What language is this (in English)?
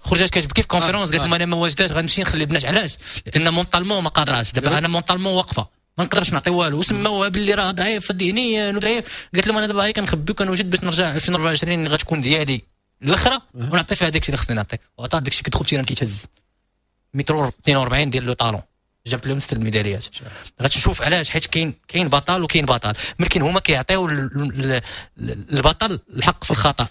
Moroccan Arabic